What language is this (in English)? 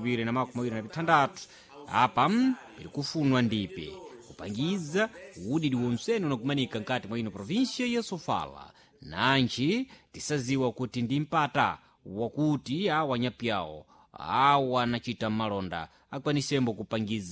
Sena